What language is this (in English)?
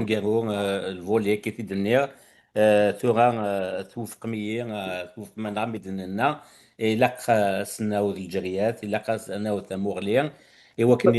Kabyle